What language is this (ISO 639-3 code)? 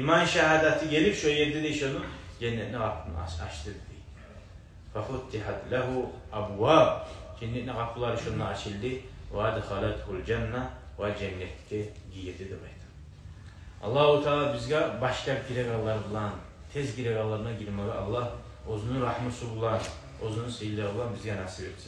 kum